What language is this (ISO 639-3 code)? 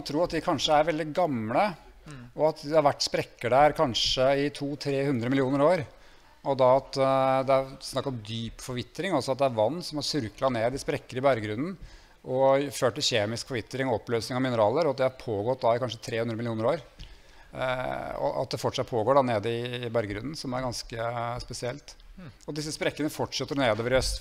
nor